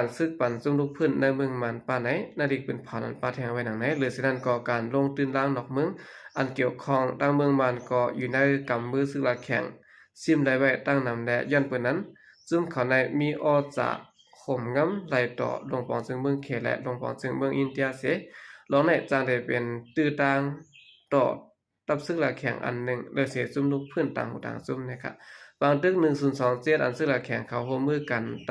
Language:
Shan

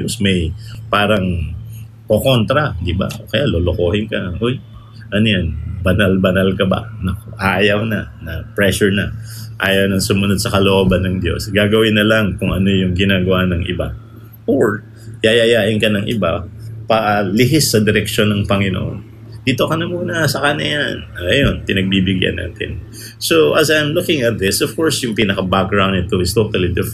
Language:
Filipino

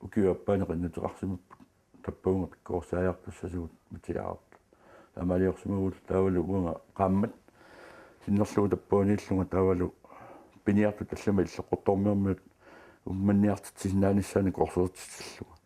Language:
Kalaallisut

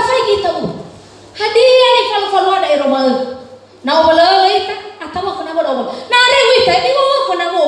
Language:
Nias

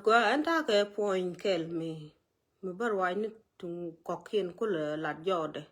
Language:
Nuer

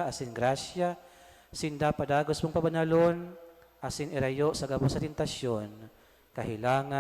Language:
Bikol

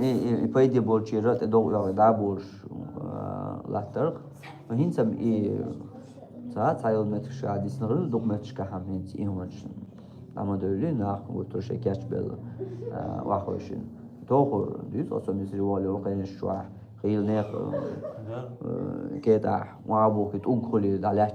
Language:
Chechen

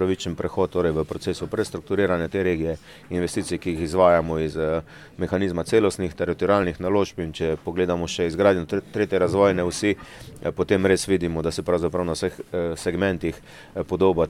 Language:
Slovenian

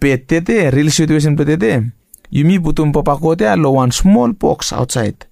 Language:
Bislama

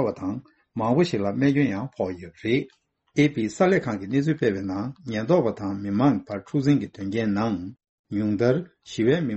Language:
Tibetan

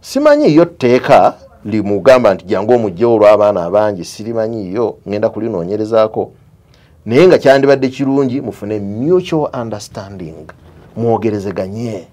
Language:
Ganda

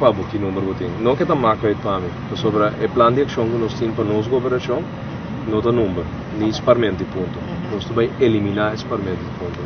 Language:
Papiamento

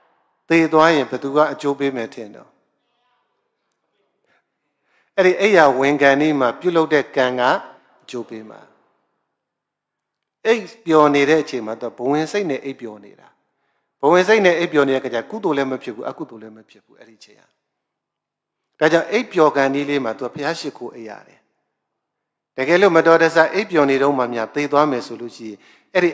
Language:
Burmese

